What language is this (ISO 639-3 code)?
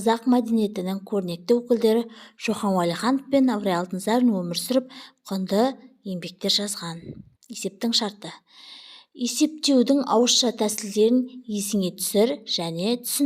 kaz